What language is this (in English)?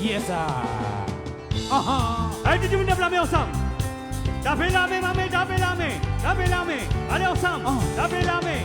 Morisyen